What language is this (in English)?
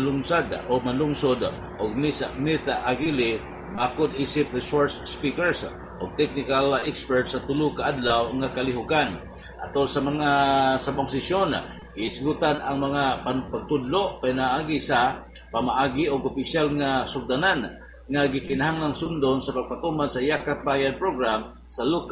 Cebuano